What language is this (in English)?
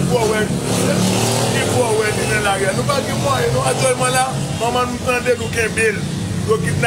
Haitian Creole